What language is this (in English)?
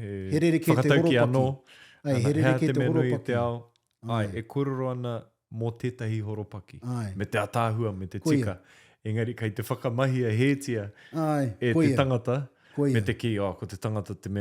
Māori